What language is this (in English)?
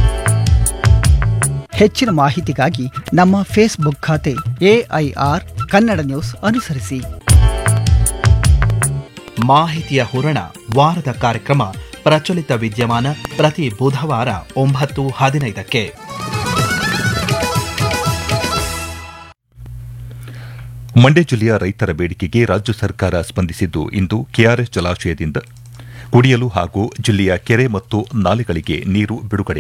Kannada